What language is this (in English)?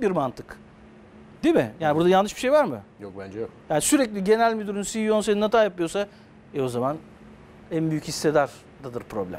Turkish